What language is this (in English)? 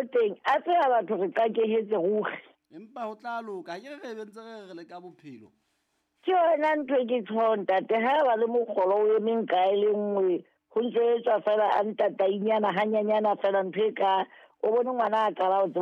Southern Sotho